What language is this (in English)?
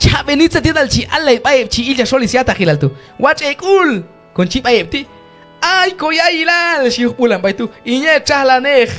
Q'anjob'al